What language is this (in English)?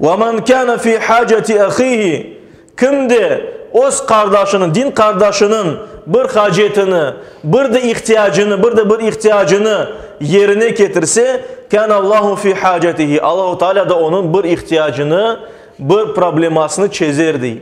Crimean Tatar